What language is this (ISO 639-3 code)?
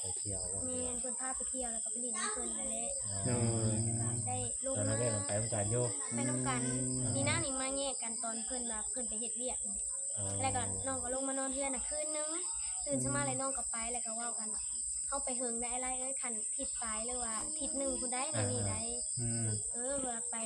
tts